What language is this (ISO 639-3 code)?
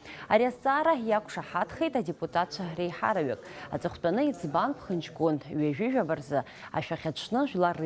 abk